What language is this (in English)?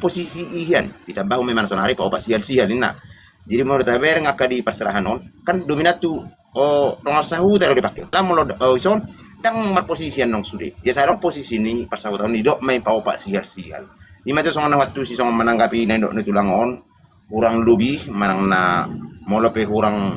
Batak Toba